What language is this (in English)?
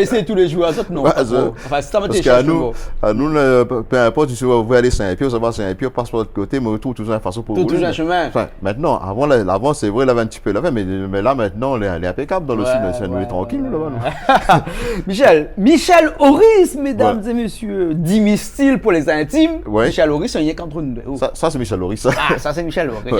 Réunion Creole French